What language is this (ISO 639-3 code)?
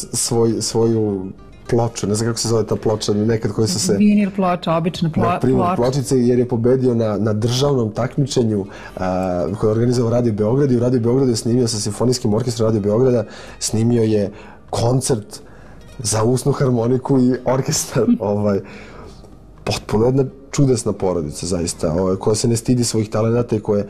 srp